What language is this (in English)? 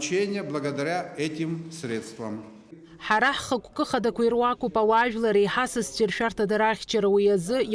Abkhazian